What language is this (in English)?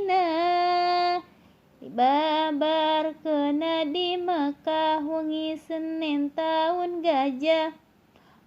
Sundanese